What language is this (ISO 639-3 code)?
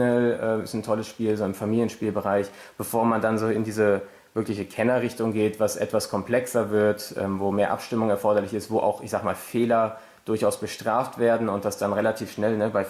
deu